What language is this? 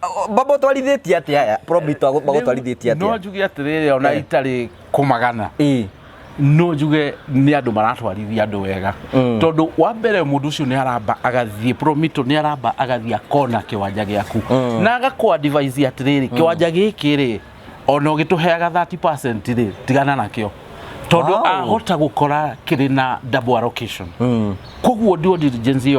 Kikuyu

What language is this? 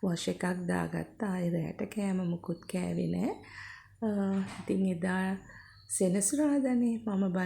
Sinhala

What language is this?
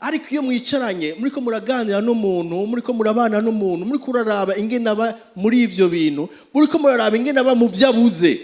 Rundi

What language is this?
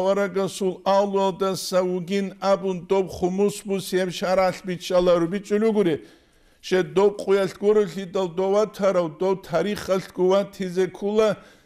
Avaric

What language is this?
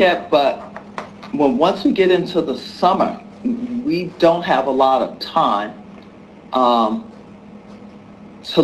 English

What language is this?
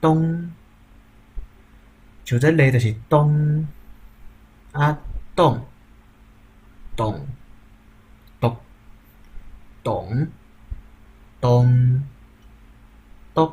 Min Nan Chinese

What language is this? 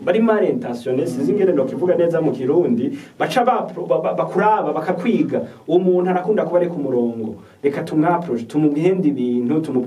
Rundi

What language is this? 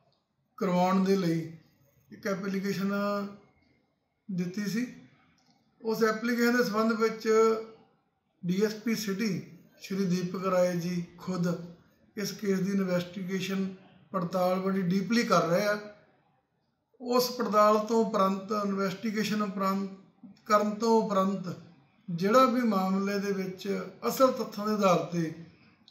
Punjabi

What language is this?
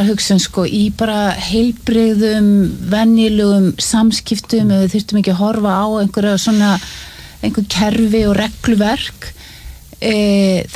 Icelandic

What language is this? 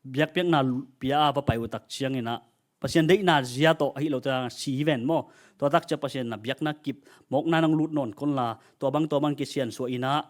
Tedim Chin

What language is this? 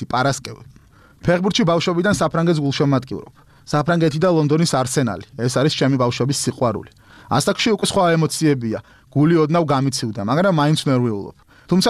Georgian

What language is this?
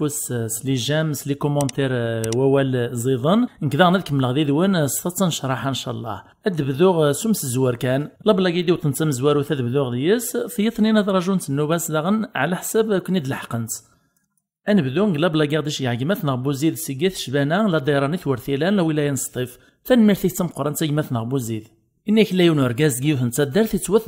Kabyle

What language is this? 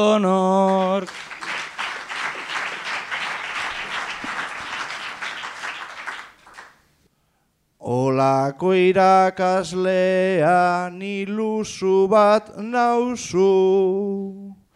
Basque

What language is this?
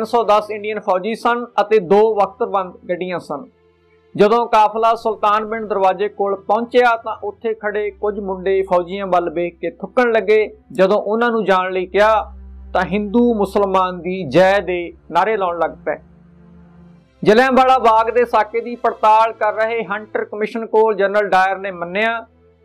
Punjabi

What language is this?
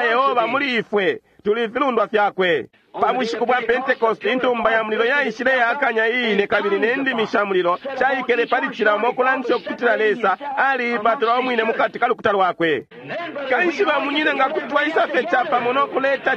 Bemba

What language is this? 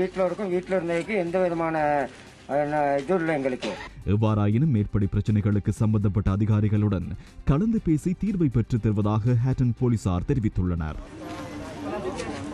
Tamil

